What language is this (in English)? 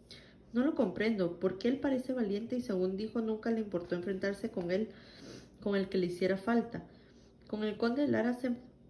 Spanish